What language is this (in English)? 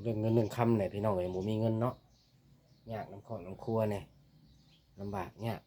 Lao